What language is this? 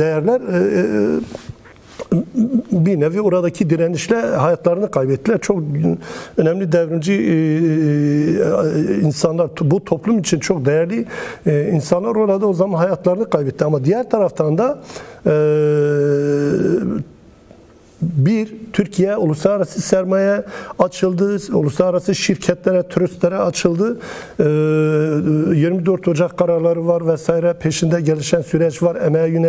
Turkish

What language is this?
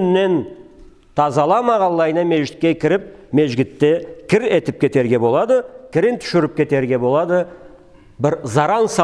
Karachay-Balkar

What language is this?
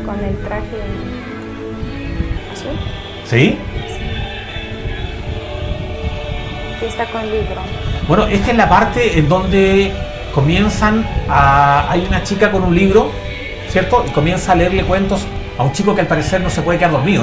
Spanish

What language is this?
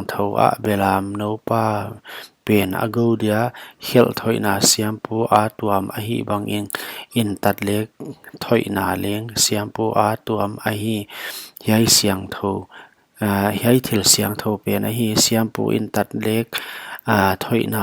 Paite Chin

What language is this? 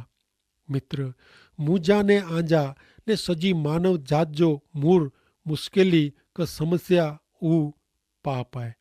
Kachhi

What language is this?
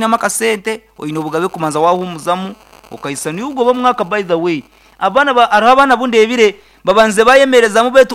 Nyankole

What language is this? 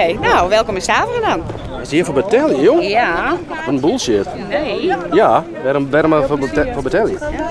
Western Frisian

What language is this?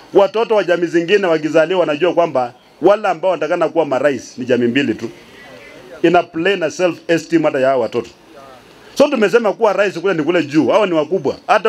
Swahili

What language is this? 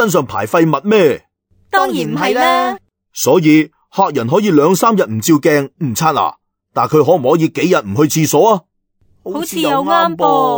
Cantonese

